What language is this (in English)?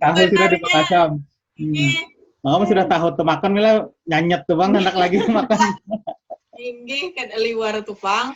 Banjar